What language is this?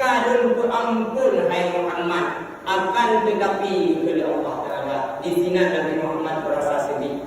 Achinese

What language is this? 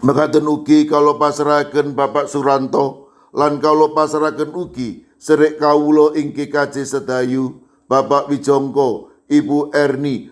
Javanese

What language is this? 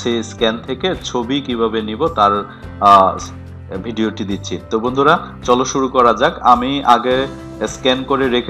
Bangla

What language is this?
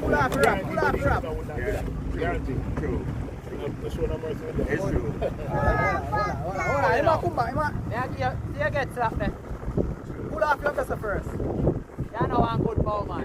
Jamaican Creole English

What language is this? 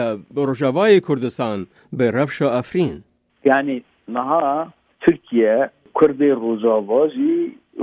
Kurdish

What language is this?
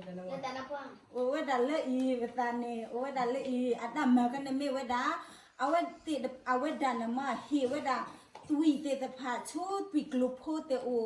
S'gaw Karen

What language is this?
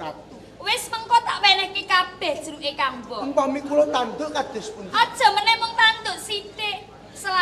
Javanese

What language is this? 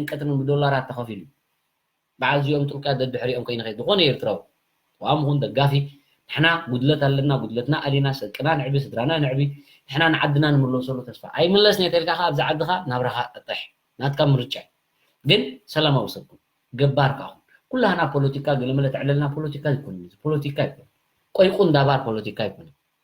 Tigrinya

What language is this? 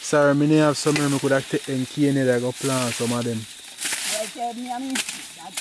Jamaican Creole English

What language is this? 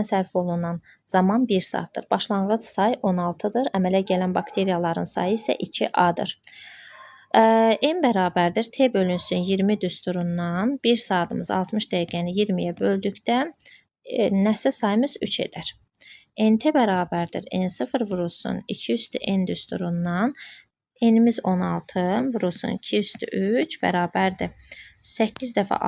Azerbaijani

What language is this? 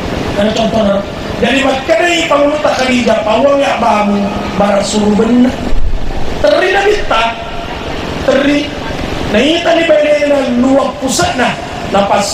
Buginese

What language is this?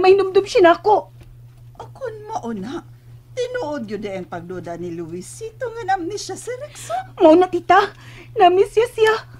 Cebuano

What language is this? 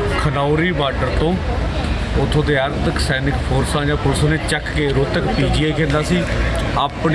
Punjabi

